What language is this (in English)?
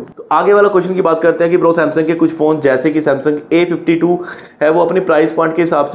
Hindi